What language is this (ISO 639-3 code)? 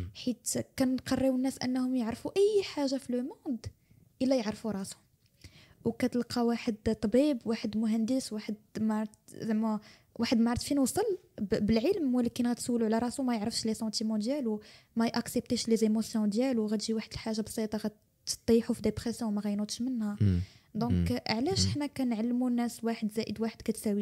ary